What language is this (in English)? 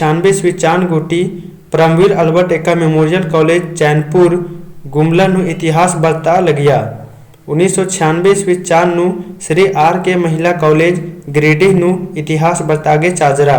Kurukh